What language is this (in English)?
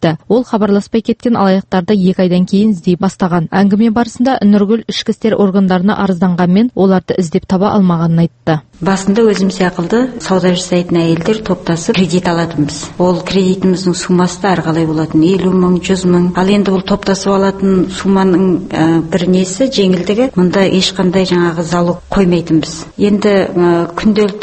Kazakh